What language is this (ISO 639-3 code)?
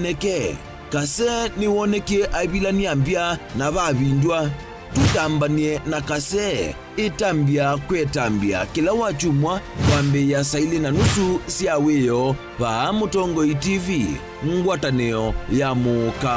kam